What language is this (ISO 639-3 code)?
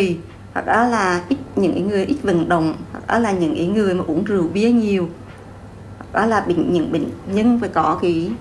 vie